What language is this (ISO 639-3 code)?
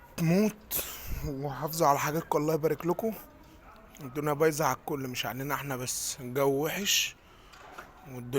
arz